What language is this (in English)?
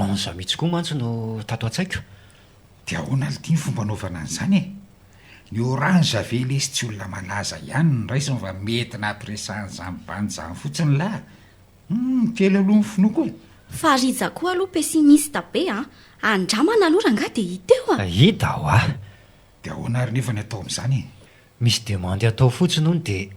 Malagasy